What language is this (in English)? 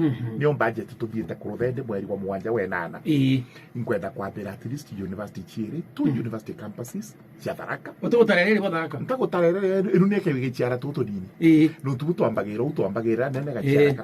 Meru